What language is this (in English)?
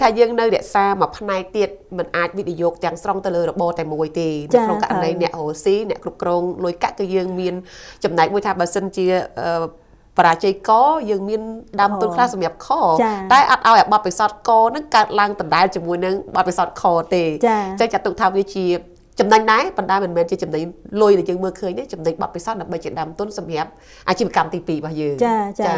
Khmer